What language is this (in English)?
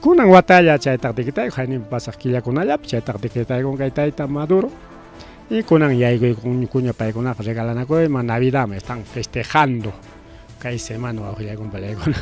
Ayacucho Quechua